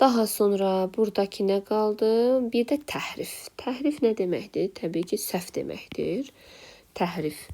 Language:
Azerbaijani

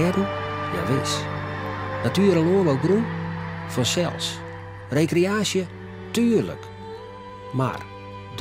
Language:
Western Frisian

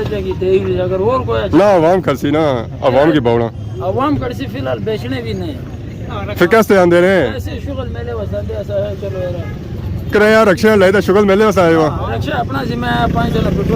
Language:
Pahari-Potwari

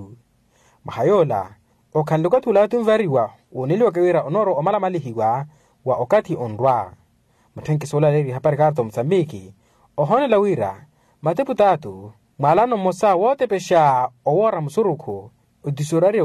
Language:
Makhuwa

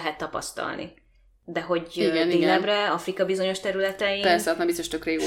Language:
Hungarian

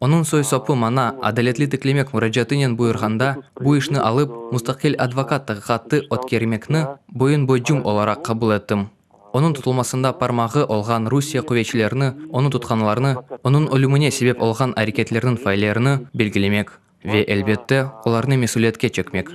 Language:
Crimean Tatar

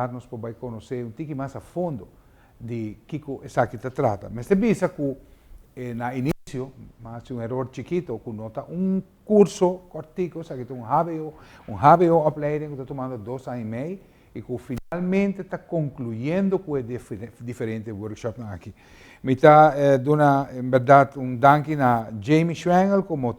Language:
Papiamento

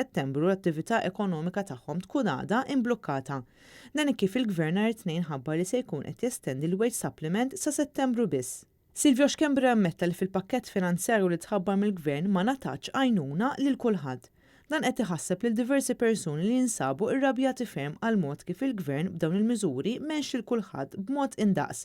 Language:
Maltese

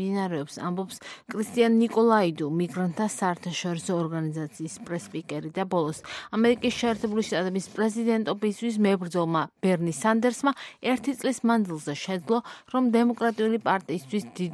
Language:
Georgian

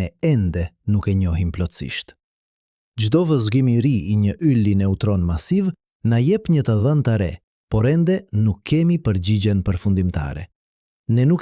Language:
Albanian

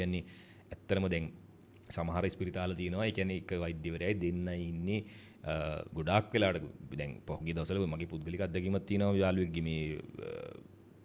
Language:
Sinhala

